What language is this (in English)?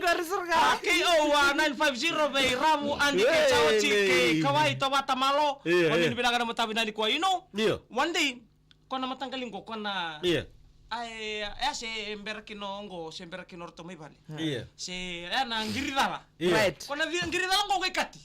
Fijian